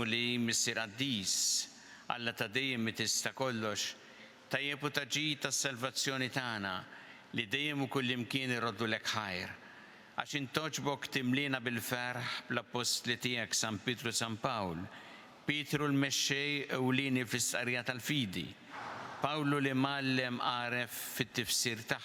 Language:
Maltese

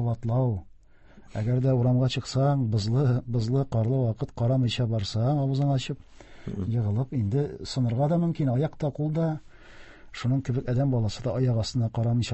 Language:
Tatar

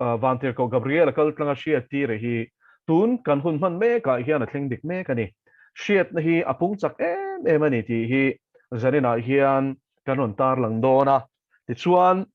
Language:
Mizo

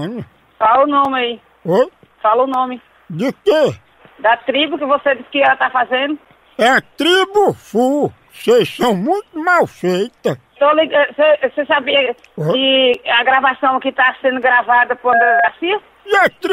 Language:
Portuguese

